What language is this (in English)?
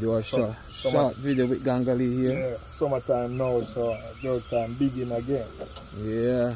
Jamaican Creole English